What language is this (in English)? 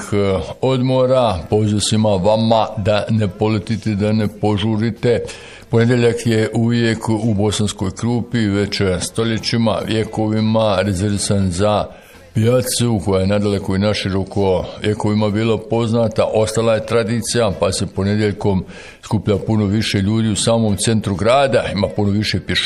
Bosnian